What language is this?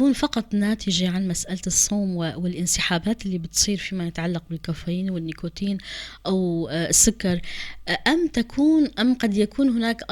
North Levantine Arabic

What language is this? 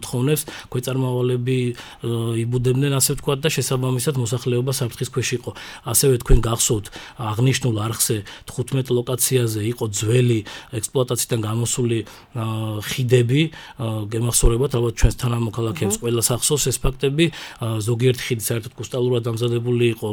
Georgian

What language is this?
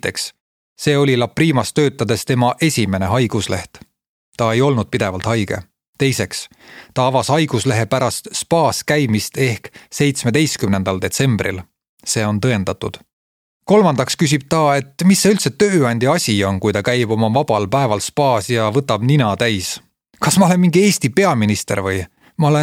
Estonian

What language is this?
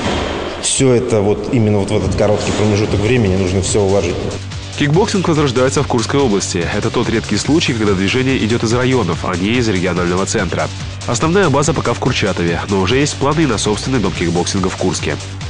Russian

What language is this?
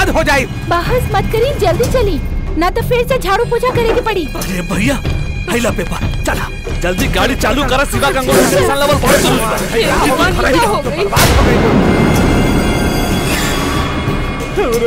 Bhojpuri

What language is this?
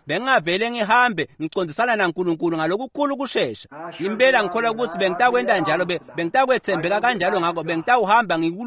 Swati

